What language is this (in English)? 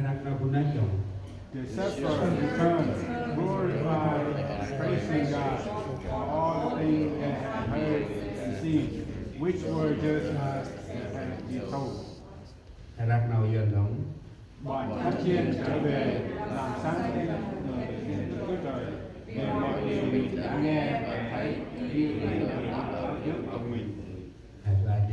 Central Mnong